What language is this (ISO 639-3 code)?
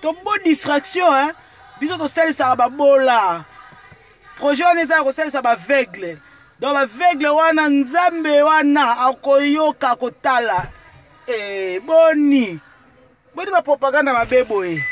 lin